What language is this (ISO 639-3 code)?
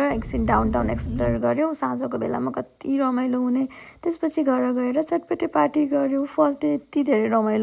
nep